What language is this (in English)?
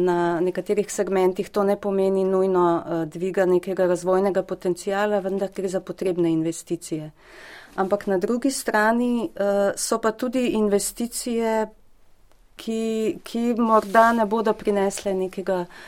Slovenian